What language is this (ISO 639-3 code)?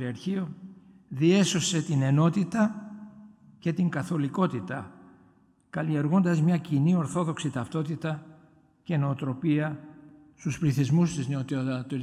ell